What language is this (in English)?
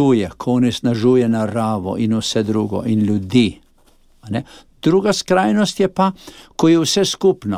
Slovenian